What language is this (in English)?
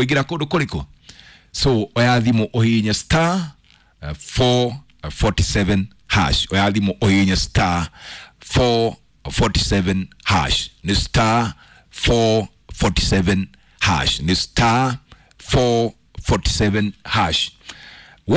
Kikuyu